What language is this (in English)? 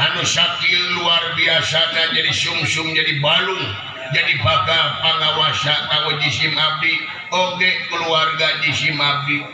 Sundanese